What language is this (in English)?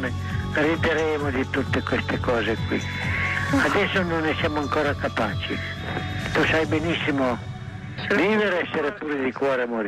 Italian